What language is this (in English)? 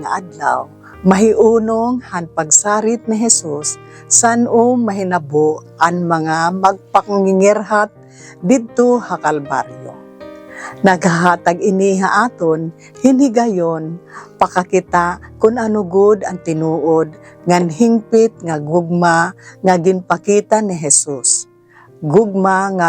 Waray